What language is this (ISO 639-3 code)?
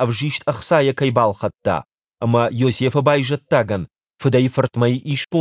oss